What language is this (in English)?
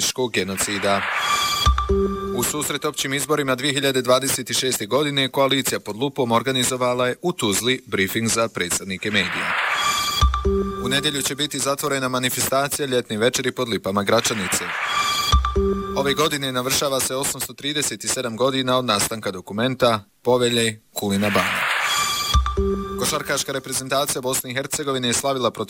Bosnian